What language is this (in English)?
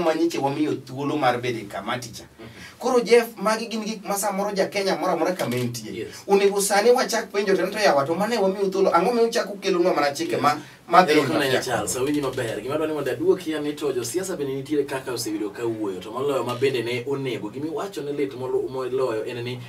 Luo (Kenya and Tanzania)